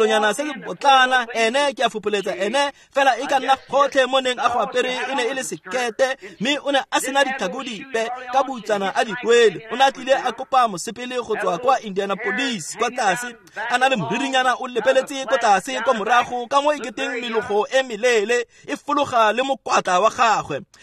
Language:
Tswana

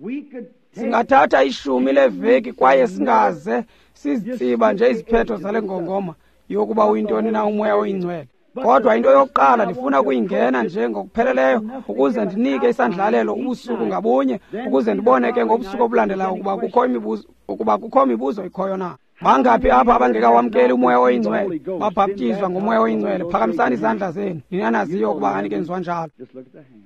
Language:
Xhosa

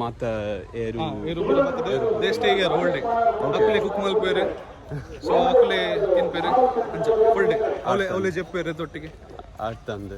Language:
Tulu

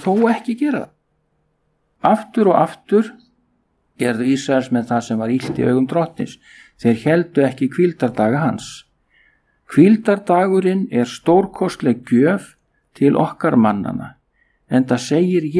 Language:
Icelandic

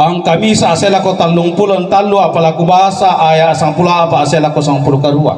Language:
Toraja-Sa'dan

